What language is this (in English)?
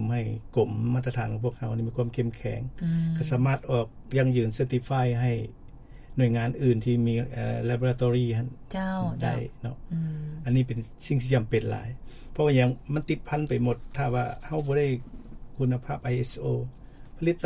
Lao